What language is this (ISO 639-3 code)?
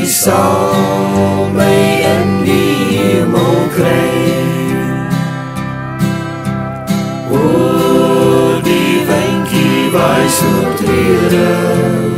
afr